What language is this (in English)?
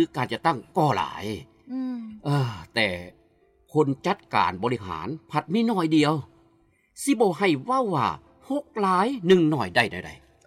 Lao